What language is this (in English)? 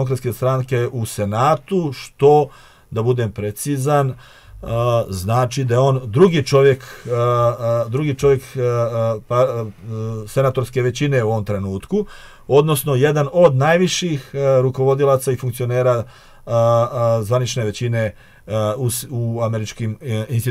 Serbian